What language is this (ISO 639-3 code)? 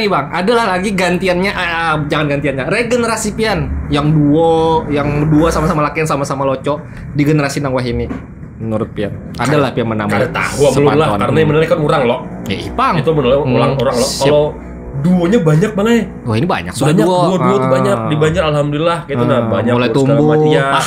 bjn